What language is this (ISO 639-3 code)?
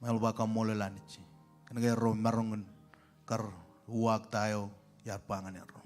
mah